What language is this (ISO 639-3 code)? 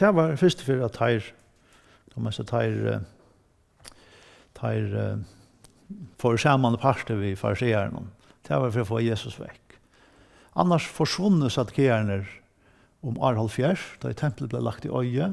fao